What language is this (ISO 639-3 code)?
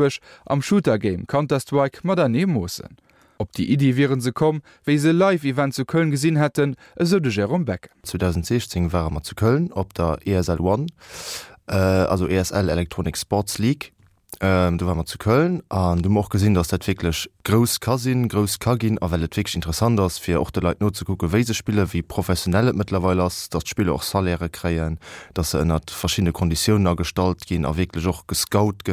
ltz